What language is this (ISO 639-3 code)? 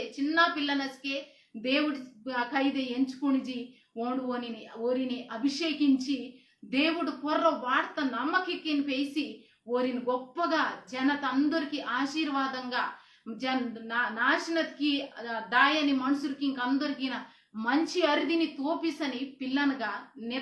kff